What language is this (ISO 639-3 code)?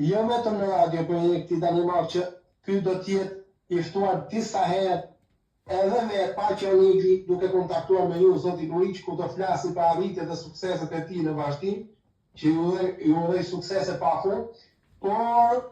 sqi